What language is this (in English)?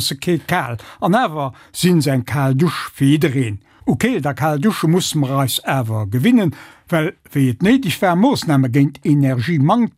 Luxembourgish